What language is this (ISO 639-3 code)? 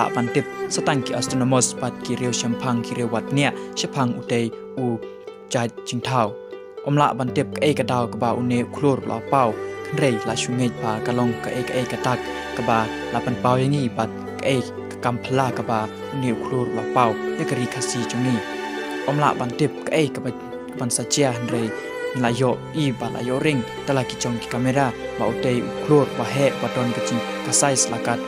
kha